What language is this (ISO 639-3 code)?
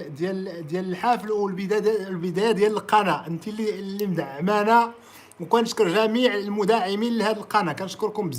ary